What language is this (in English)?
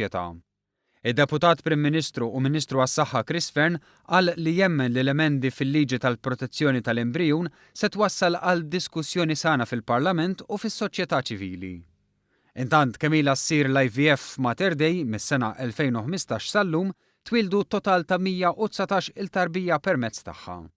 Maltese